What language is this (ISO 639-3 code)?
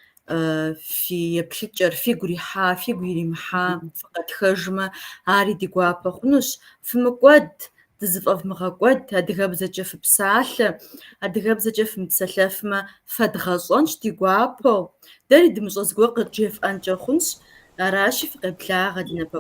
kbd